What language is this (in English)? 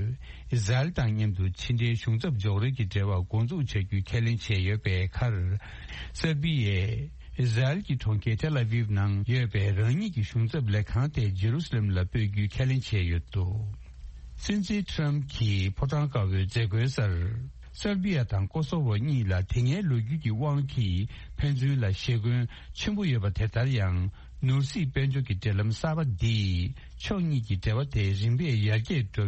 Tibetan